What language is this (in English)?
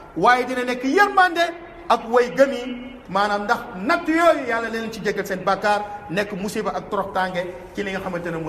Wolof